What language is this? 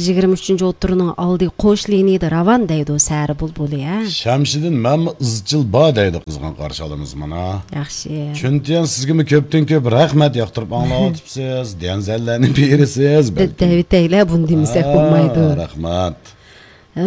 Uyghur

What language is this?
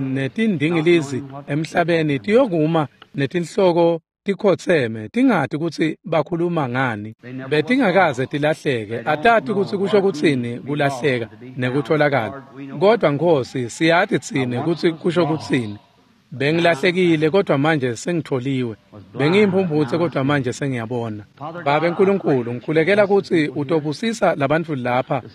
Swati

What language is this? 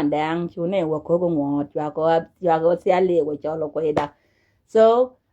Nuer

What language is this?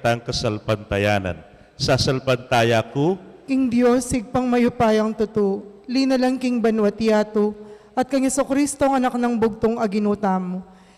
Pampanga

